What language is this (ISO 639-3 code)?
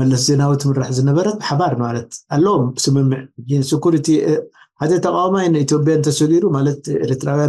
tir